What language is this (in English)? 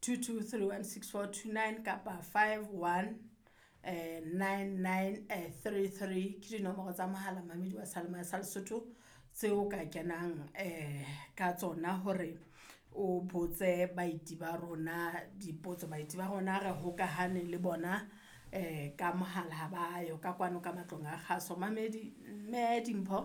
Southern Sotho